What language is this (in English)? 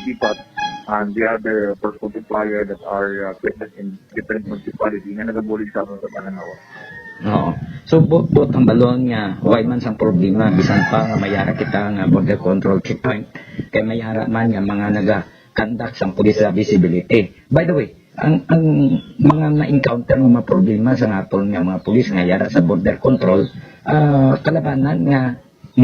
Hiligaynon